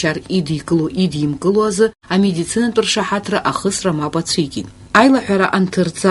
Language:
Abkhazian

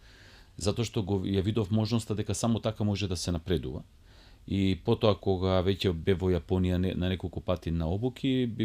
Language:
Macedonian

